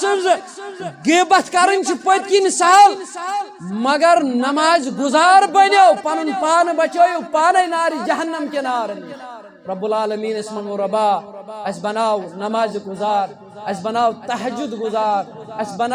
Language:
Kashmiri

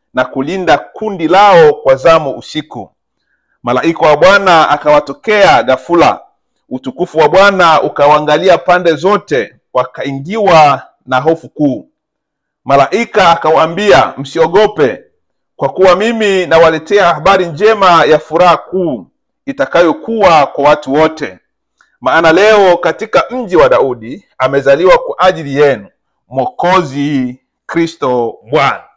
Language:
Swahili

